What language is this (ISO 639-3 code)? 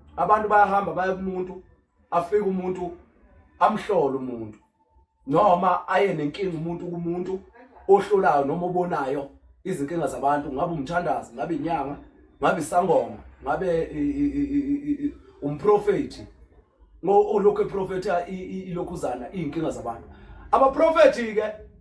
zul